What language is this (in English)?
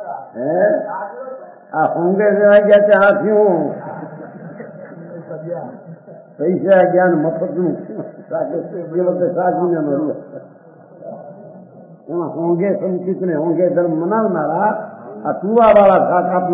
Gujarati